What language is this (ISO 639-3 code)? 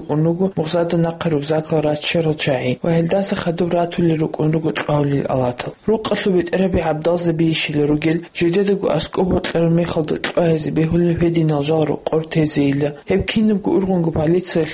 ava